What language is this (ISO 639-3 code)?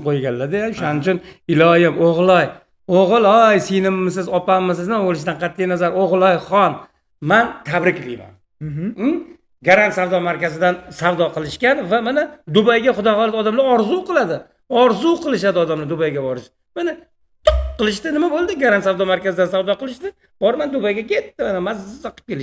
uzb